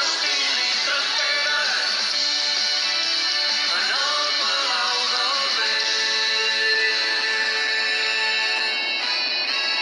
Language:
Catalan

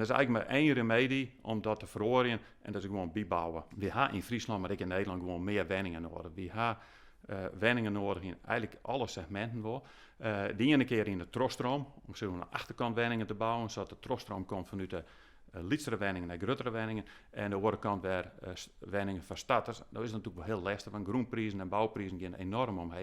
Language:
Western Frisian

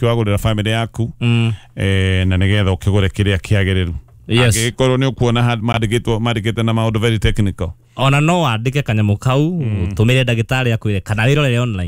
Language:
Kikuyu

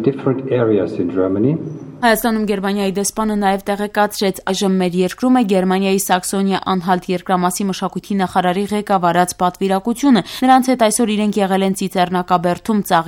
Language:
Armenian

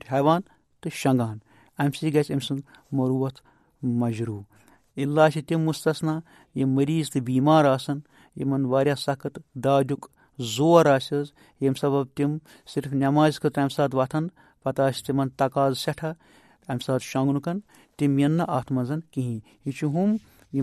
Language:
Kashmiri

